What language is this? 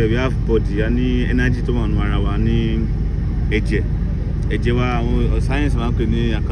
Yoruba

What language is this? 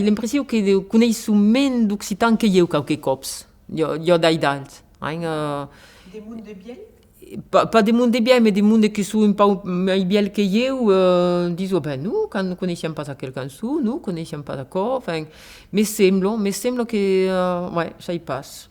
Occitan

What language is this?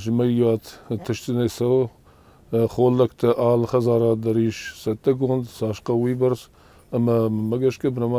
Ossetic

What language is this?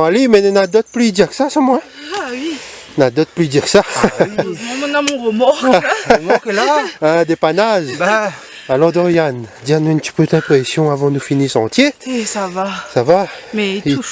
Réunion Creole French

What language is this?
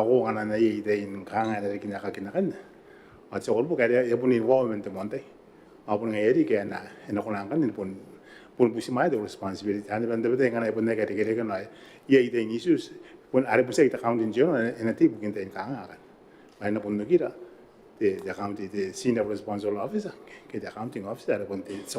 Gilbertese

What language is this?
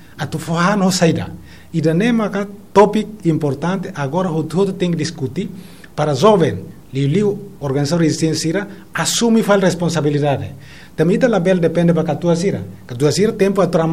Tetum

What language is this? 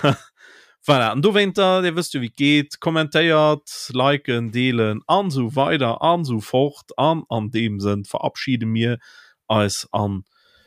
Luxembourgish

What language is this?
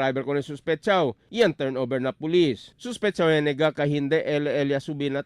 Chavacano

